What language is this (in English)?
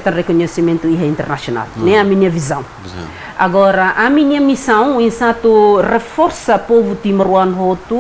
Tetum